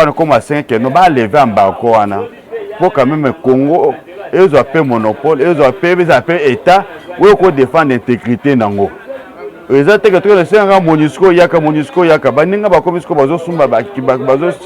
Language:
Lingala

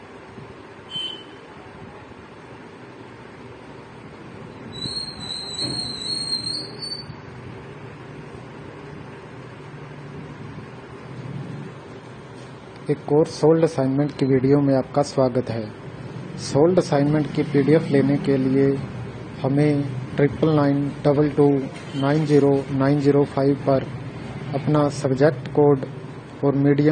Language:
Hindi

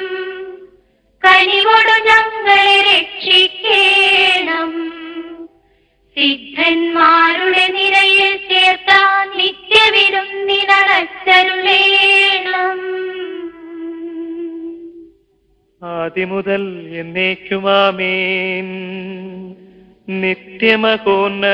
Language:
Malayalam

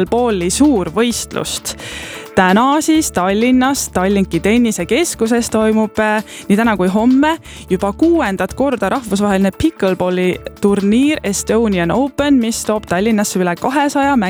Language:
Estonian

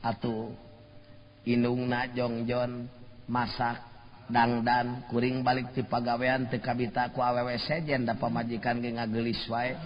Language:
Sundanese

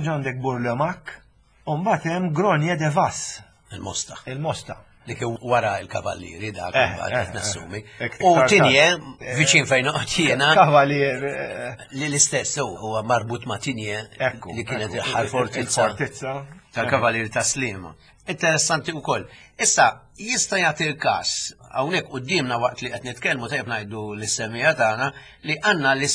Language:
Maltese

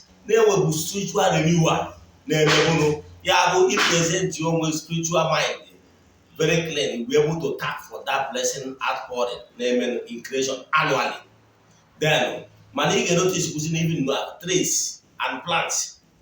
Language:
Igbo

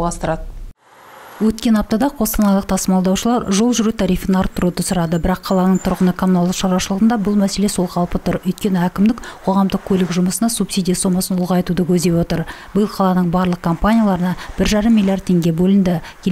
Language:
Kazakh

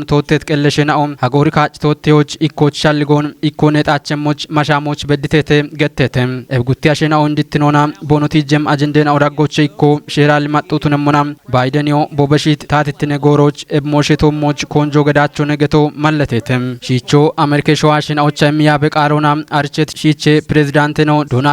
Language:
Kafa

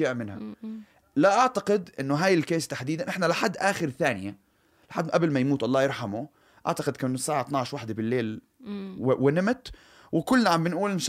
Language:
North Levantine Arabic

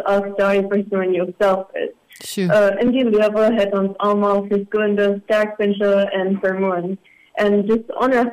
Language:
Afrikaans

